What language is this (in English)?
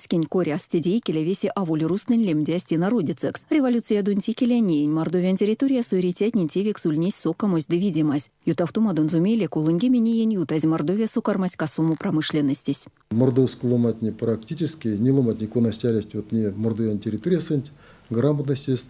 Erzya